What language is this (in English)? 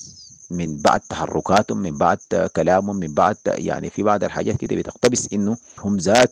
Sudanese Arabic